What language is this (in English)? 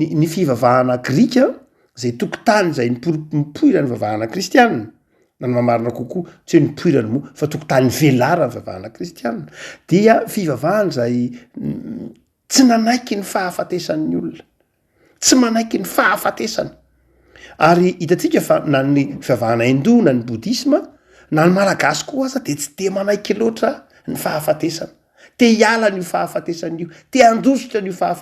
Malagasy